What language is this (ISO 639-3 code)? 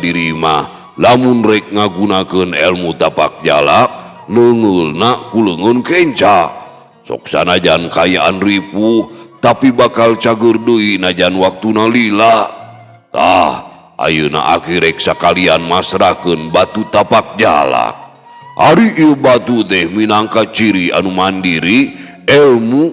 sun